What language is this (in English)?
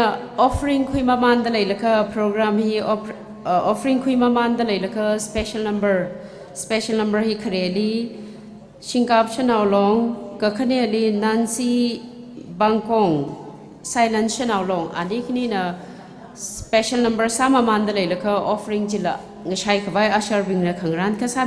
Tangkhul Naga (India)